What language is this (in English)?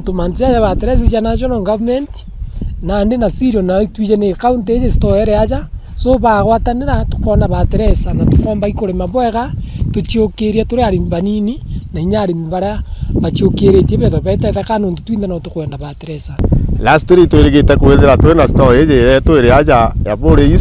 Meru